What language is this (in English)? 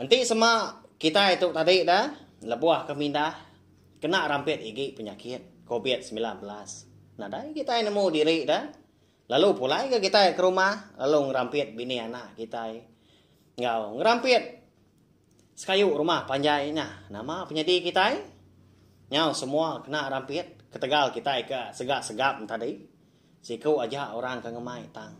Iban